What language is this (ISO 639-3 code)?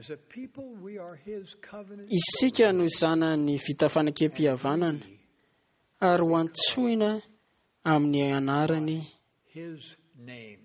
mlg